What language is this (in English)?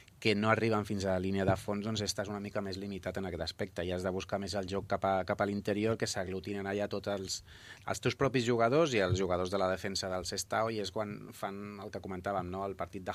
Catalan